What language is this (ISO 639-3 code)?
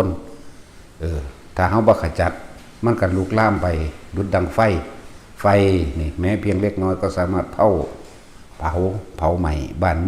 tts